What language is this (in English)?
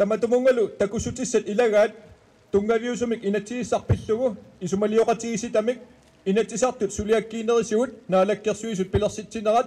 Kalaallisut